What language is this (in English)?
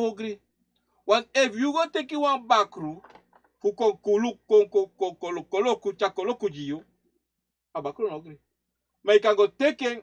Sranan Tongo